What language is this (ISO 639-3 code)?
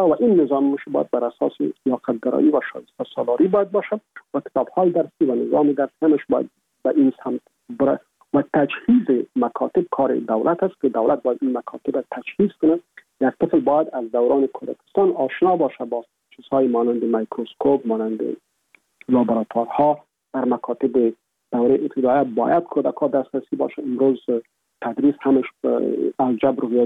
fas